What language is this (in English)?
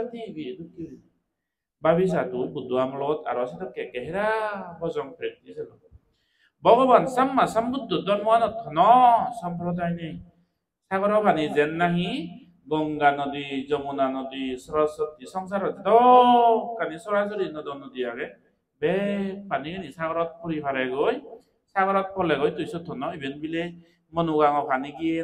Chakma